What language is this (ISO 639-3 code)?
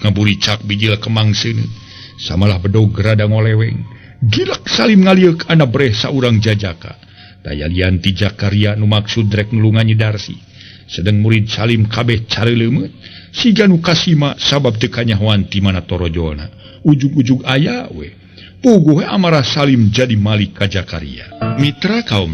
sun